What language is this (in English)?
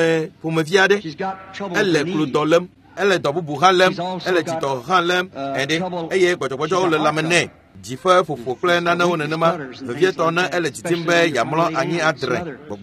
Ewe